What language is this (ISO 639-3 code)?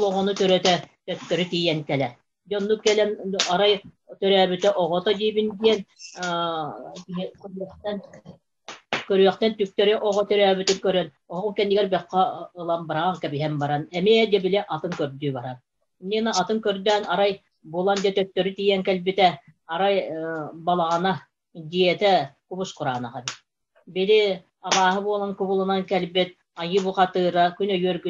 sah